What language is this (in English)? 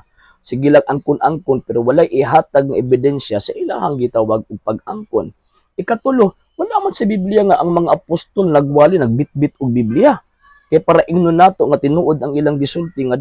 Cebuano